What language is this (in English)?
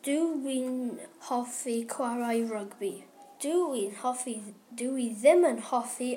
Welsh